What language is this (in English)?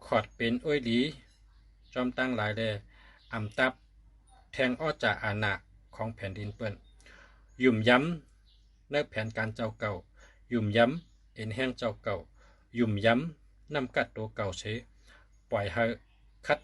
Shan